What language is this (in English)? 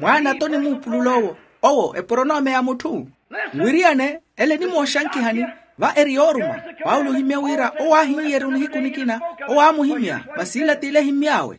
Makhuwa